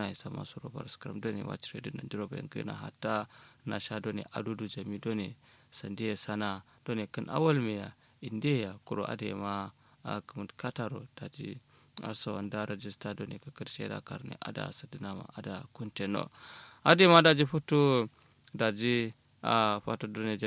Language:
Kanuri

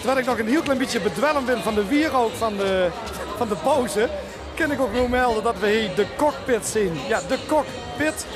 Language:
Limburgish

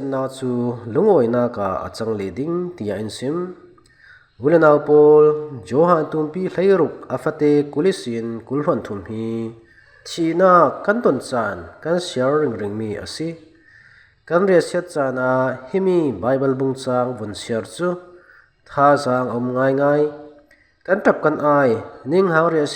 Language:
Falam Chin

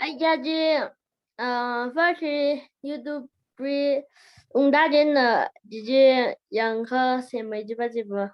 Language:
Tangkhul Naga (India)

